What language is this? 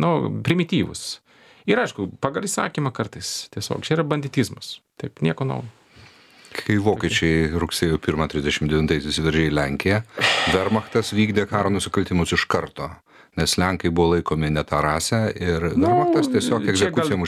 Lithuanian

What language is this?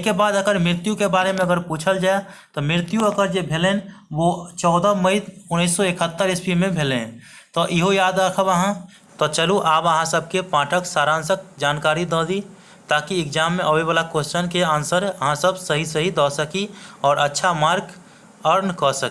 Maithili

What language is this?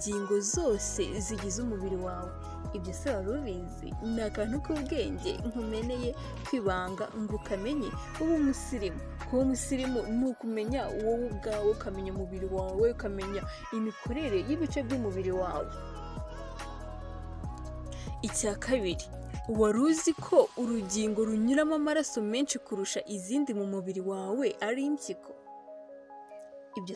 Kinyarwanda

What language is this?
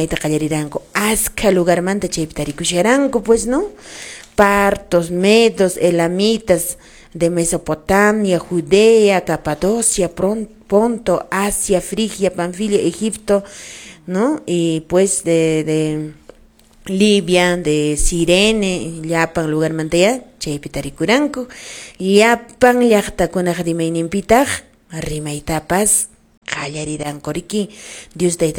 Quechua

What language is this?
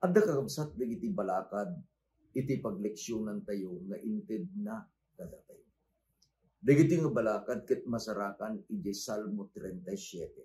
Iloko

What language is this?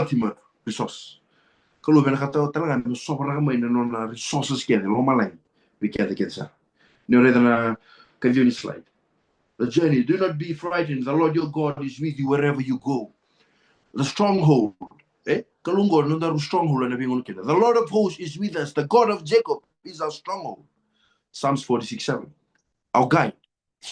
Fijian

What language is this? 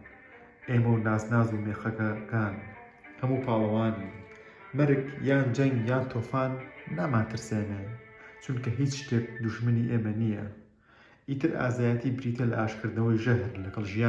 Central Kurdish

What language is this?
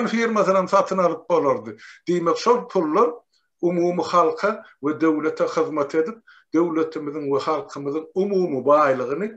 Turkmen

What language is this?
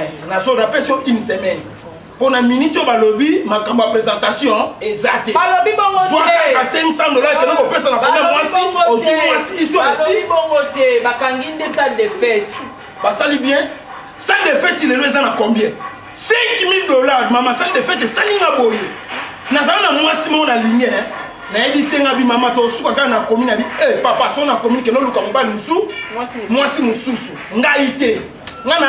Lingala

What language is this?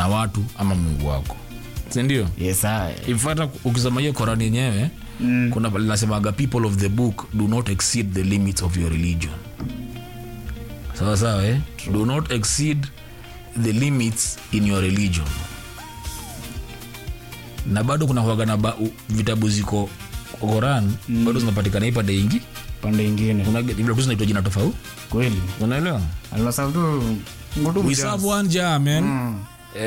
Swahili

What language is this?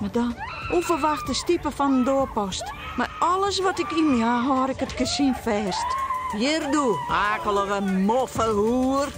Western Frisian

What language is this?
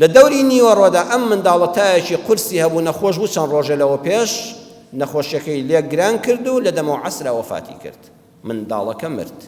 Central Kurdish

